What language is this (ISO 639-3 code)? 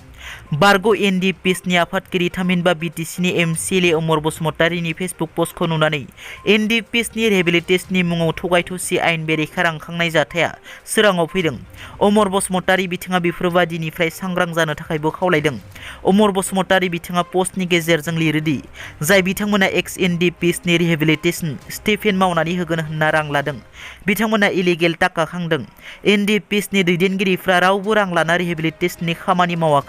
brx